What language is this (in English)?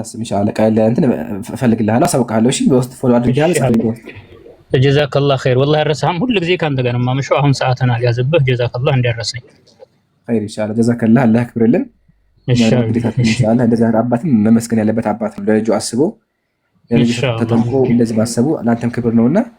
Amharic